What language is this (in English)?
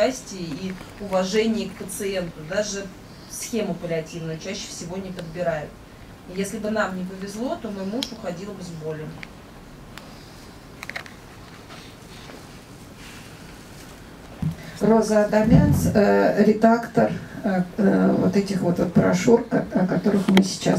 Russian